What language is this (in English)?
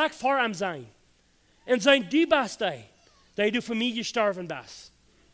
Plautdietsch